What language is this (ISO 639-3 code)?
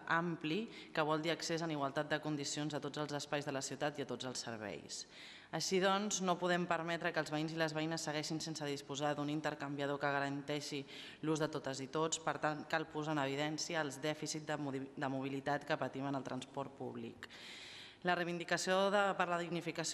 cat